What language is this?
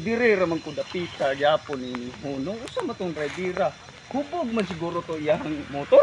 Cebuano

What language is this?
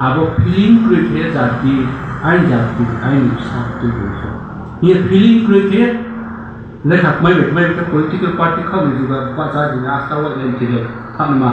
Riang (India)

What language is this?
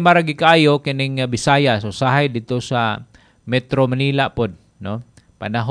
Cebuano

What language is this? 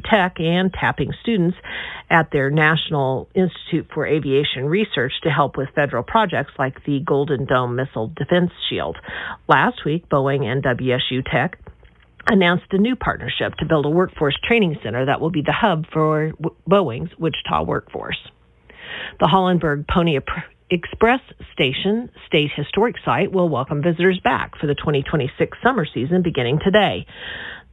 English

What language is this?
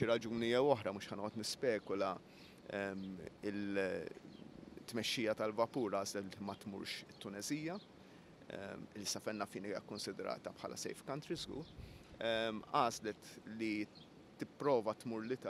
Maltese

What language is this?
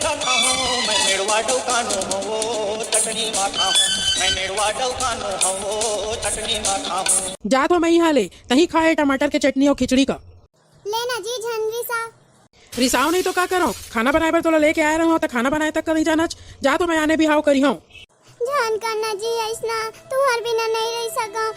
Chhattisgarhi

